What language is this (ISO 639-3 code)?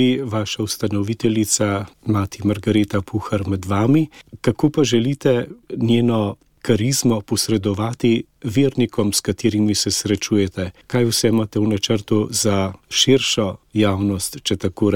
slv